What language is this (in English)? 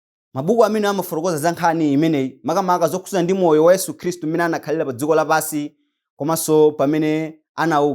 Nyanja